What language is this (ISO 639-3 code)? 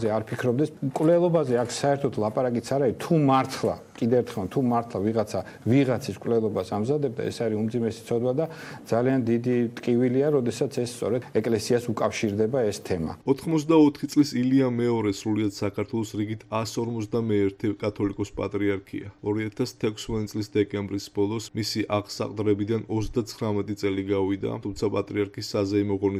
kat